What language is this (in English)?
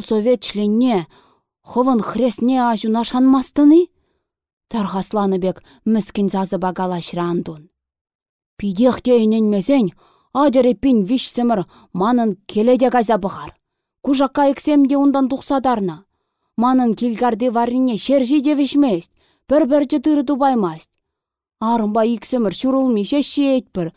Chuvash